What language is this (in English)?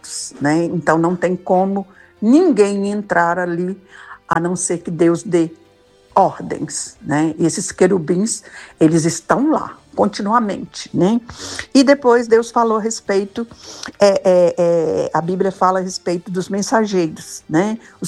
Portuguese